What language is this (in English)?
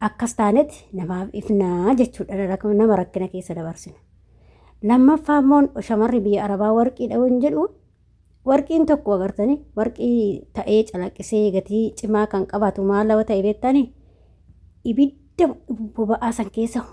Oromo